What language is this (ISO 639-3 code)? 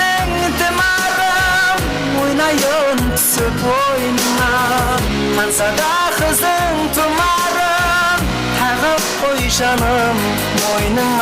kaa